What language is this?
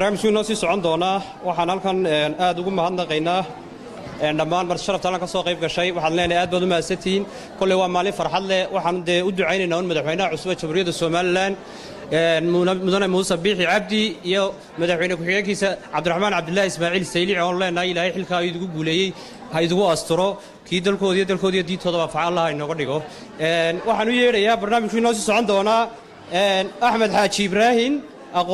Somali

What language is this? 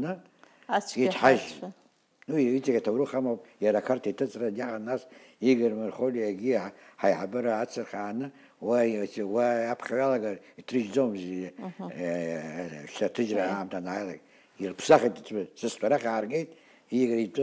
Abkhazian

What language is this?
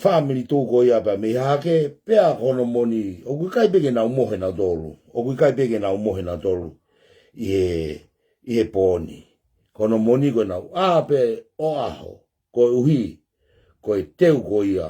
Tongan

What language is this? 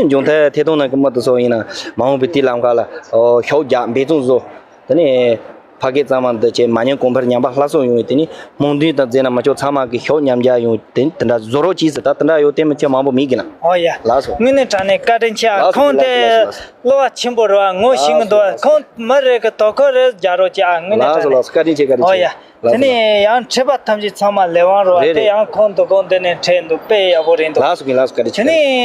Tibetan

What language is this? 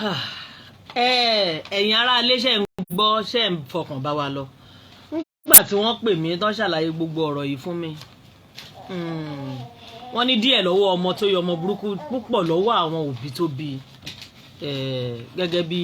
Yoruba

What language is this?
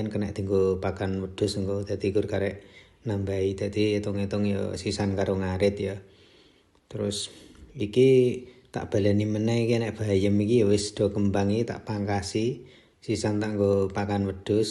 Javanese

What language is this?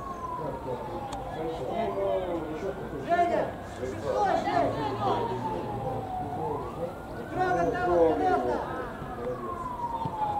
Russian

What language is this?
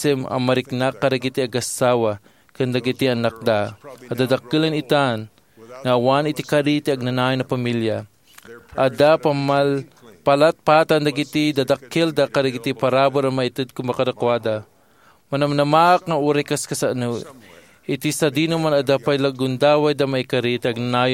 Iloko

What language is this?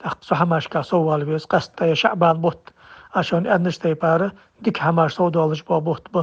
Ingush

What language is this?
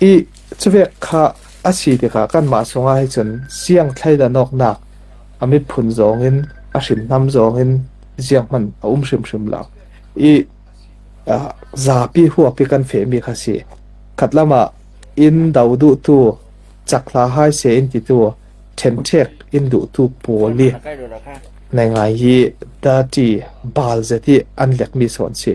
Falam Chin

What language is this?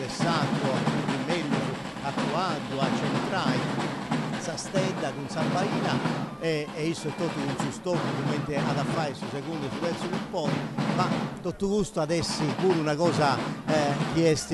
Sardinian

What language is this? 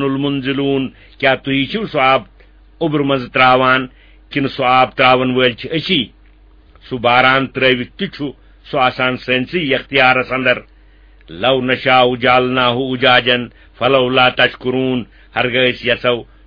Kashmiri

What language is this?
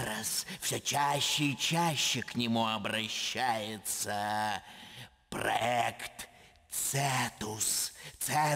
Russian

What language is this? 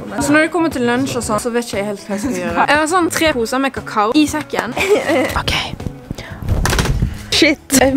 Norwegian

